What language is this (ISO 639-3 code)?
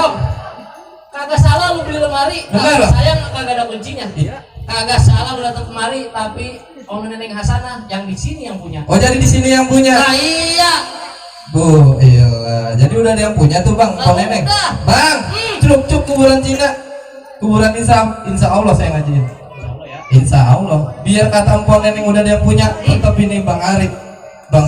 bew